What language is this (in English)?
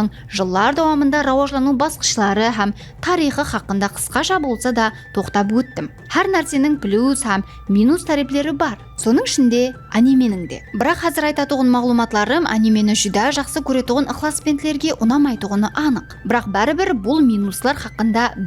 Kara-Kalpak